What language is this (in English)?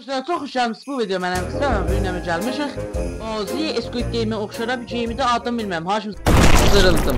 South Azerbaijani